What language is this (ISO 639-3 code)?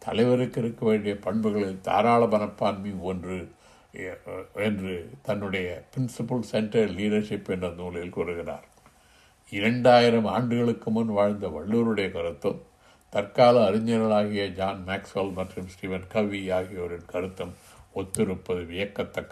tam